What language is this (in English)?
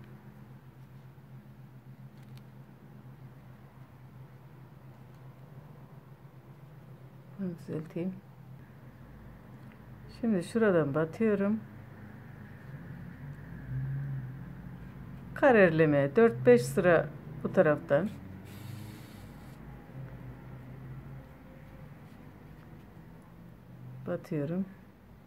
Turkish